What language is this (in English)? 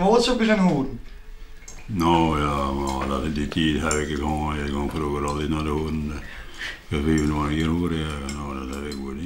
Western Frisian